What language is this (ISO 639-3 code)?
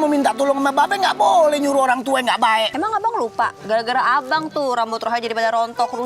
bew